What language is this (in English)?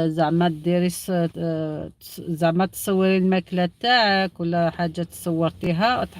Algerian Arabic